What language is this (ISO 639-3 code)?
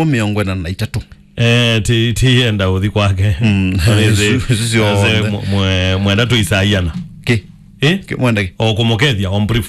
kam